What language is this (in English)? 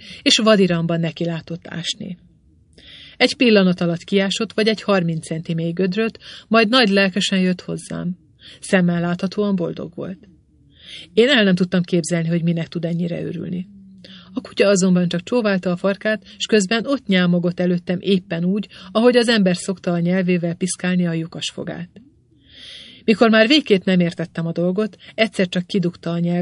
Hungarian